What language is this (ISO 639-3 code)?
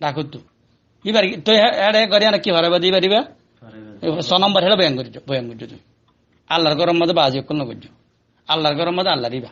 rhg